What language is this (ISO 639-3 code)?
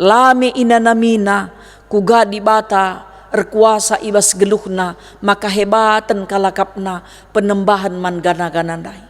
btx